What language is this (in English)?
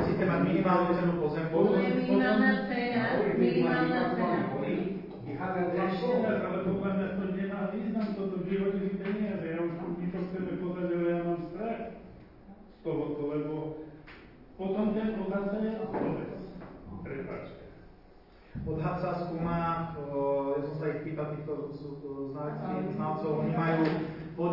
Slovak